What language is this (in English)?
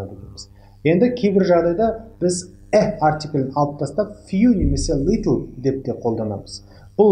Kazakh